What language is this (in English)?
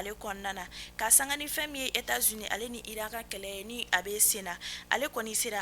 Bambara